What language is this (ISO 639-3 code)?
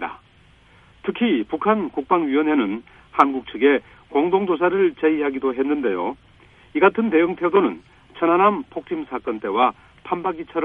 kor